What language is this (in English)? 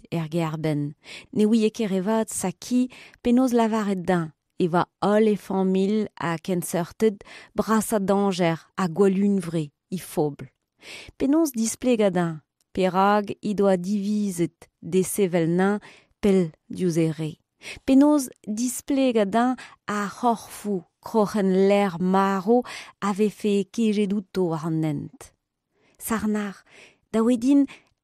Breton